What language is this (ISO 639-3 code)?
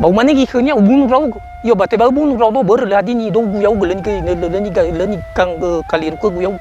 nia